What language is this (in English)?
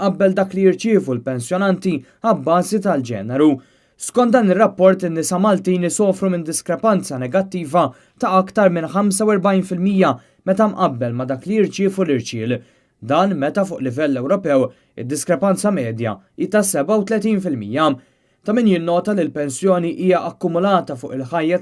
Maltese